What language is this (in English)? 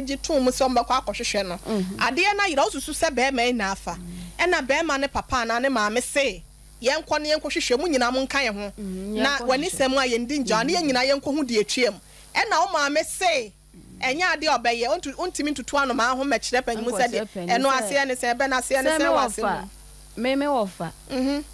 Akan